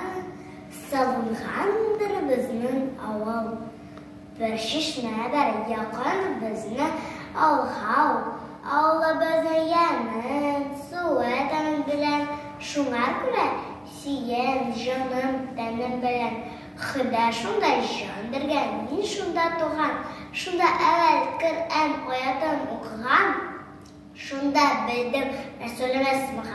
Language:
Tatar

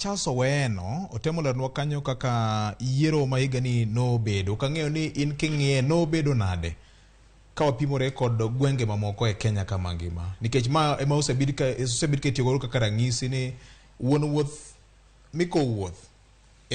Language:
Luo (Kenya and Tanzania)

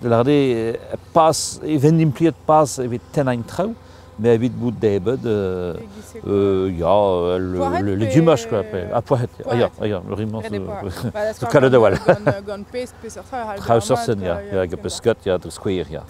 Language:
Breton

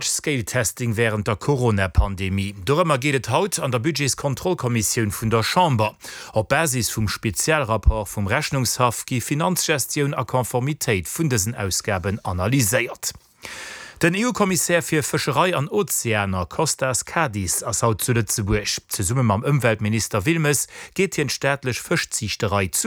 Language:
Luxembourgish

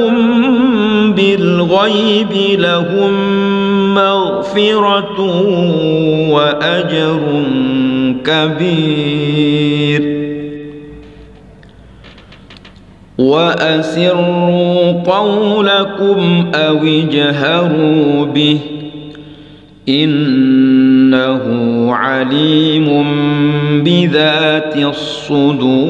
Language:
Arabic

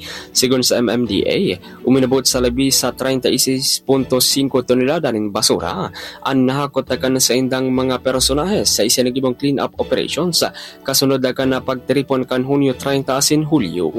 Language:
Bikol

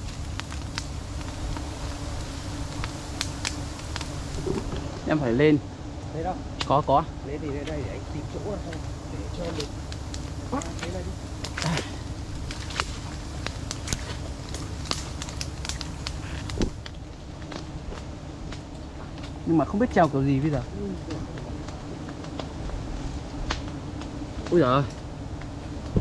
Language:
Vietnamese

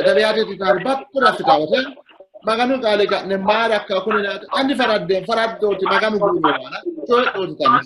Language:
Sidamo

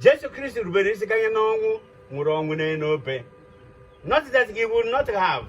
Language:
Igbo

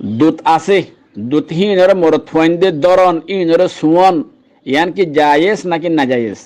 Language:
Rohingya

